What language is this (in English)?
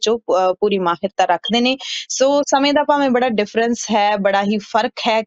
Punjabi